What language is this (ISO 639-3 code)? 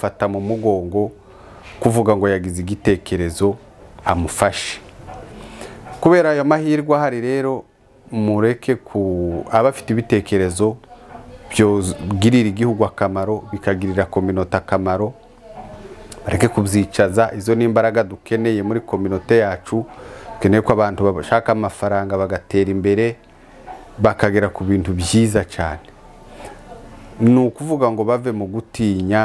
kin